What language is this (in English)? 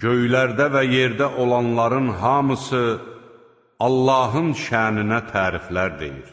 Azerbaijani